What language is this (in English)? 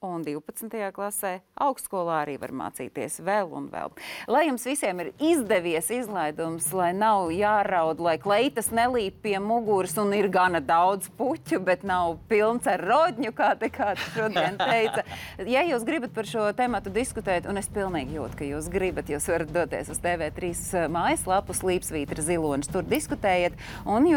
Latvian